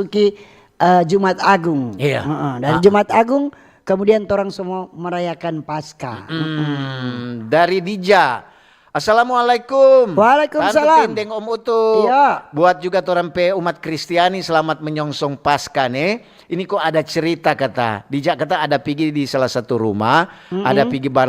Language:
Manado Malay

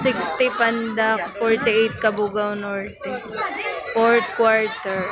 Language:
Hiligaynon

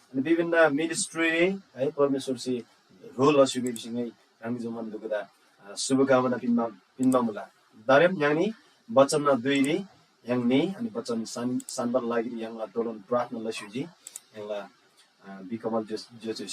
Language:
Eastern Tamang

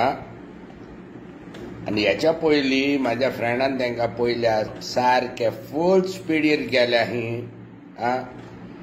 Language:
Konkani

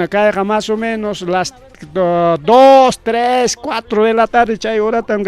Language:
Ayacucho Quechua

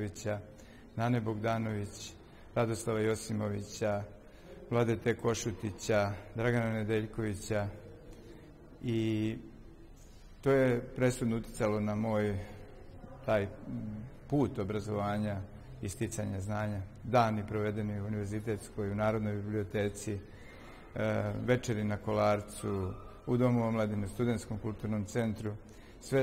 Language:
Serbian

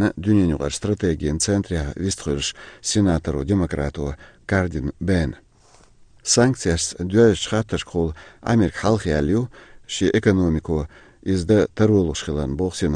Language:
Chechen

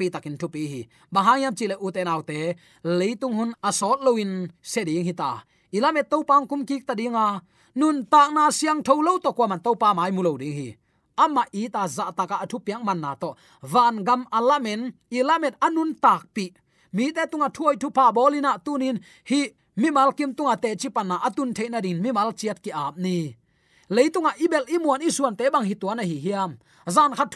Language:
Tedim Chin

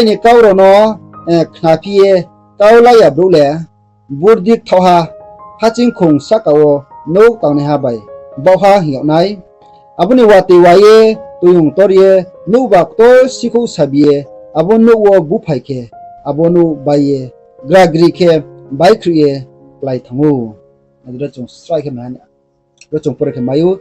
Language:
Riang (India)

